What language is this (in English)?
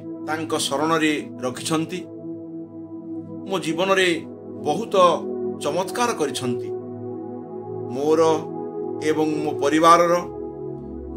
Odia